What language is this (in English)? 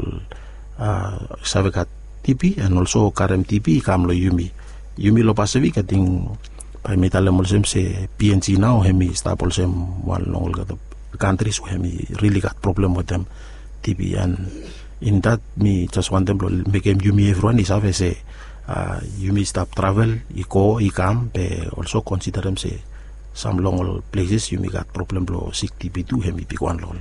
Bislama